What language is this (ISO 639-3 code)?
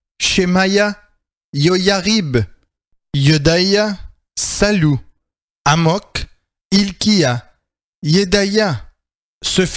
fra